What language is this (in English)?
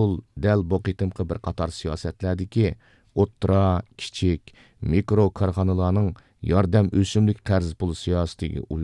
Uyghur